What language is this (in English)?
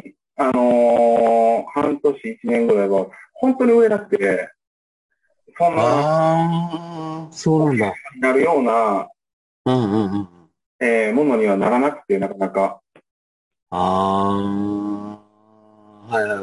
Japanese